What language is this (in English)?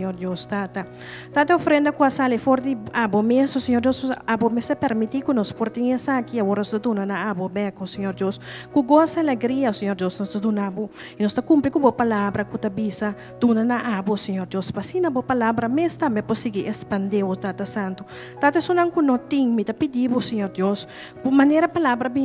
Papiamento